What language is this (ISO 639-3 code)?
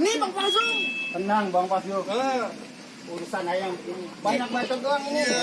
bew